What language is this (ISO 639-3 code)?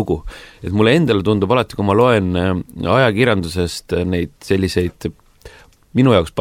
est